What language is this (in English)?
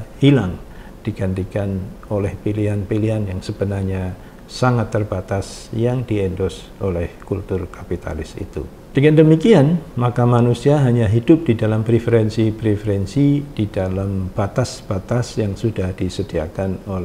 Indonesian